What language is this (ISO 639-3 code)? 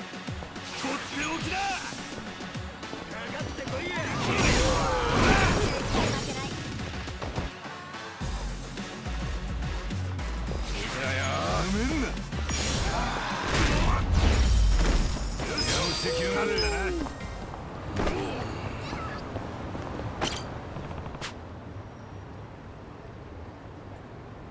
jpn